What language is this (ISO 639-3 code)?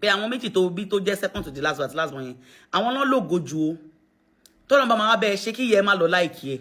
yor